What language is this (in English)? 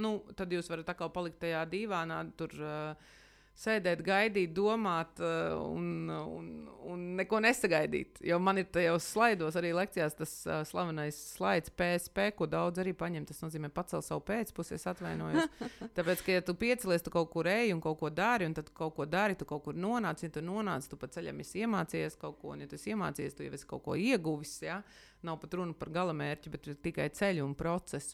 Latvian